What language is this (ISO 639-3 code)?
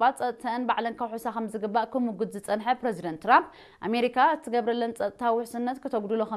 tir